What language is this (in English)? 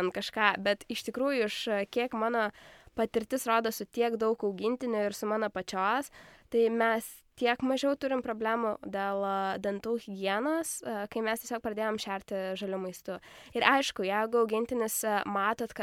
Lithuanian